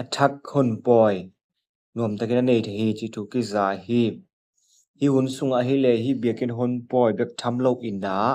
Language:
Tedim Chin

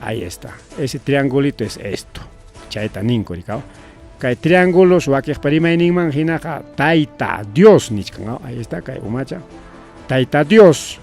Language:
Ayacucho Quechua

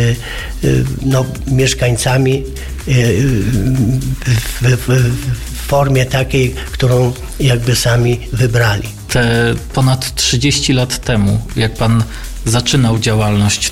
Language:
Polish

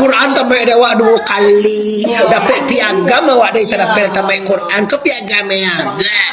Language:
Minangkabau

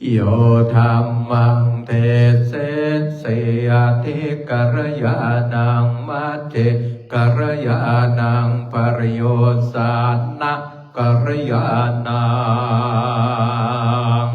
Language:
Pali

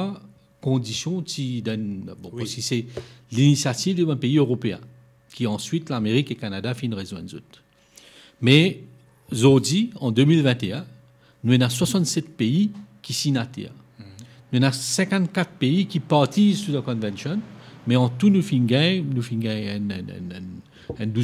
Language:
Morisyen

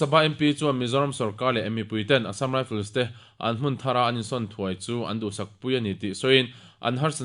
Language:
Mizo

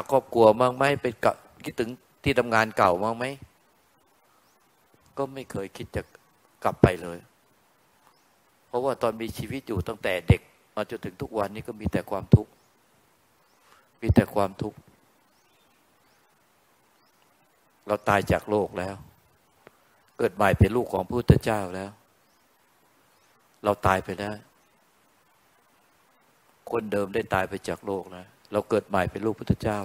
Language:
Thai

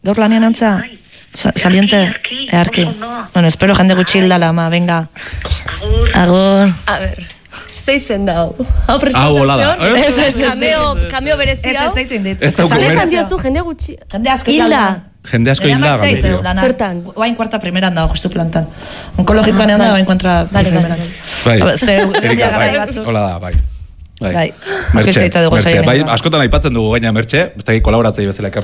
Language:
Basque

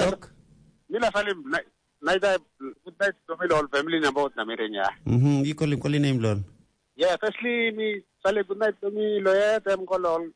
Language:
Tok Pisin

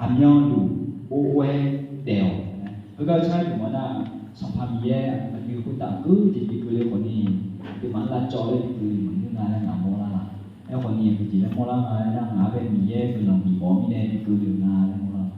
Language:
Akha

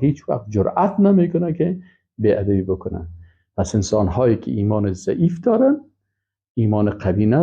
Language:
Persian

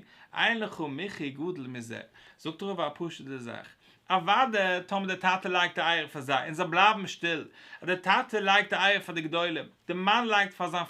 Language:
Yiddish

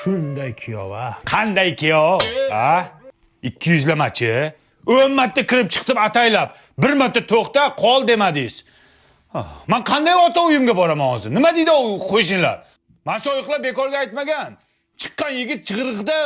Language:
Uzbek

